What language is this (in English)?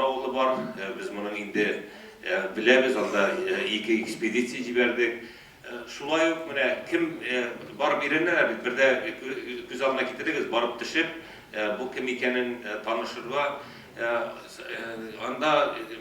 Tatar